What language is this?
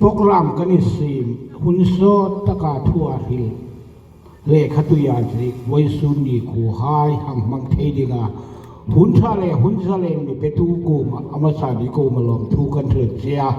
Hmar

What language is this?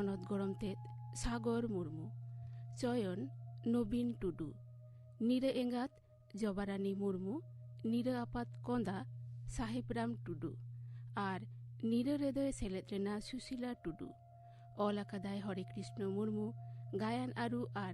Santali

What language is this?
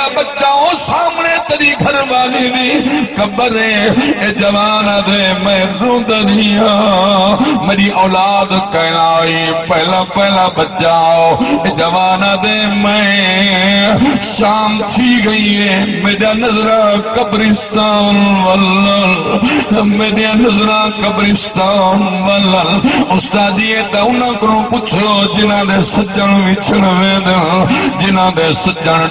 Saraiki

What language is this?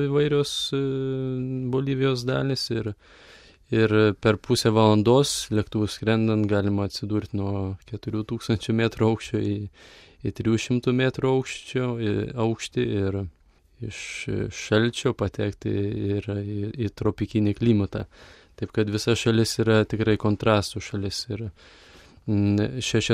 Lithuanian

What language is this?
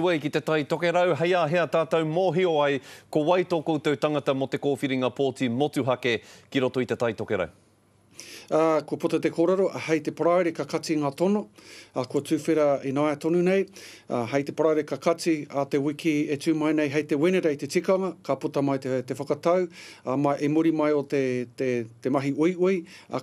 Māori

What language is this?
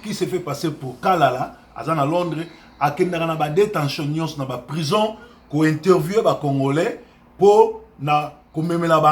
Lingala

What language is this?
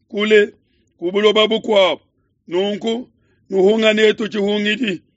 Luba-Lulua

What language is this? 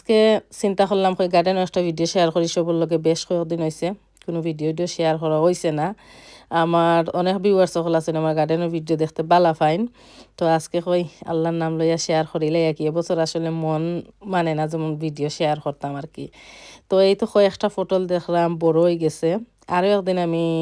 Sylheti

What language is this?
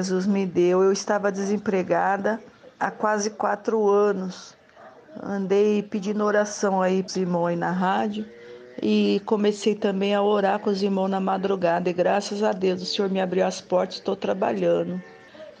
Portuguese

